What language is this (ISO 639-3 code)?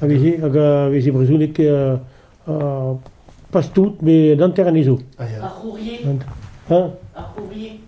bre